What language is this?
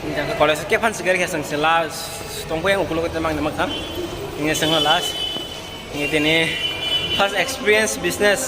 Kok Borok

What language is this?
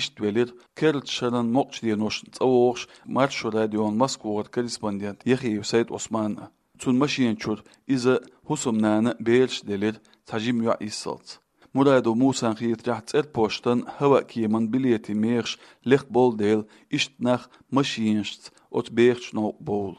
Chechen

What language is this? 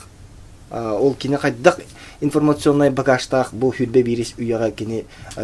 Yakut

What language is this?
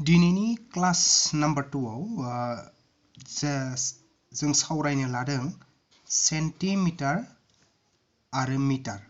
Bodo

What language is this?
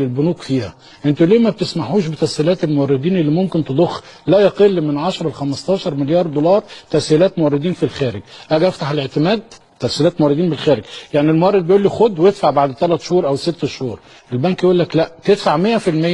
Egyptian Arabic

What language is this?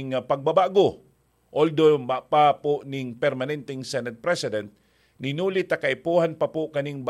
Bikol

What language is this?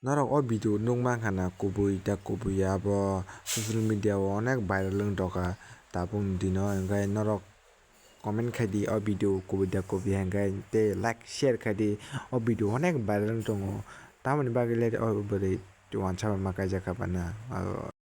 Kok Borok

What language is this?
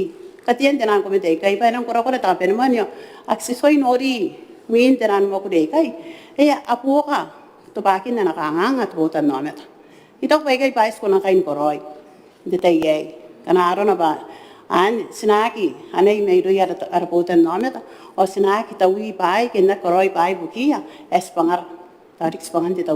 Gilbertese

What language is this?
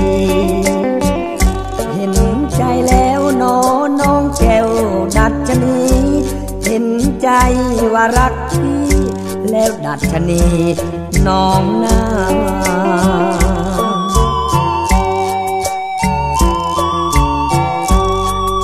Thai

